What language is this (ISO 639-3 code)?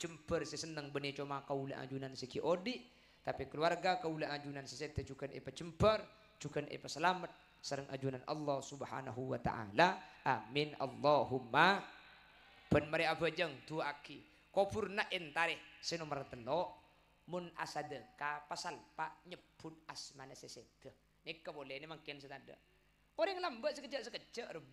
mad